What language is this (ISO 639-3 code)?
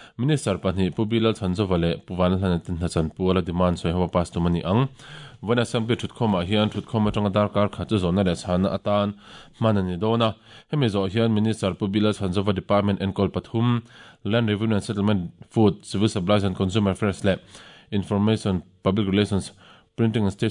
lus